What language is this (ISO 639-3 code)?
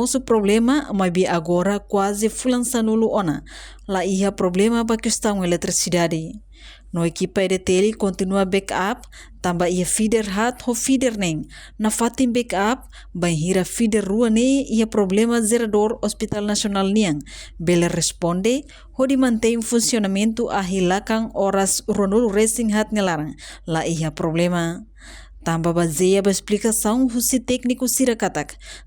tet